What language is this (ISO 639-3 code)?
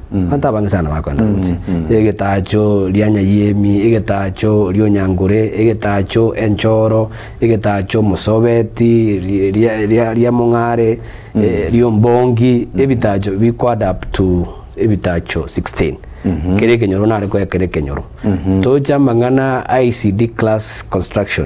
guz